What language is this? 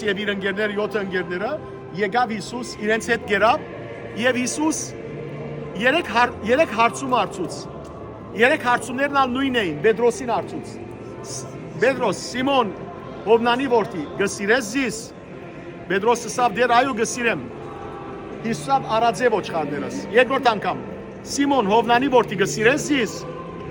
Western Armenian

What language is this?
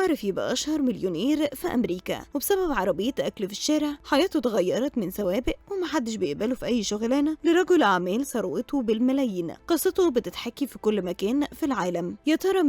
Egyptian Arabic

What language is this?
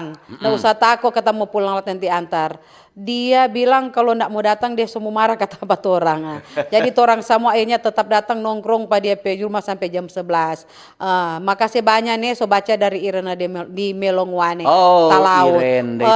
Manado Malay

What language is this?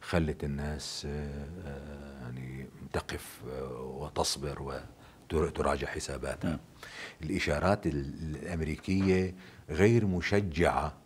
North Levantine Arabic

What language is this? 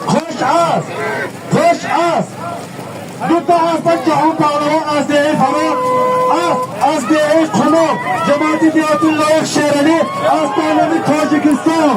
Tajik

